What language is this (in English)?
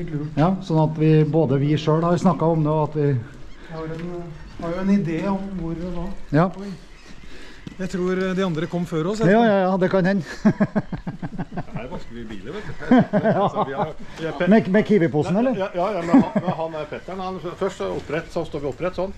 Norwegian